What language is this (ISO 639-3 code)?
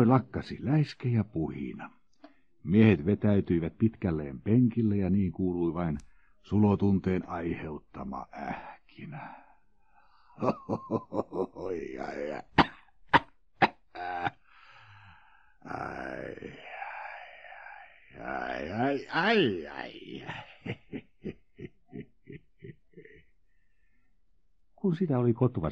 fin